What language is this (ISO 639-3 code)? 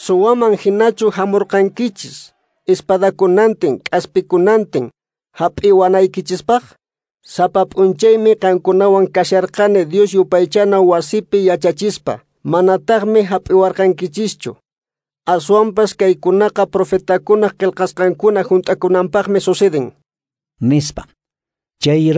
que